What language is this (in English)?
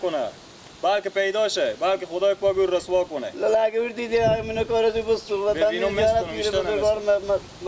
Persian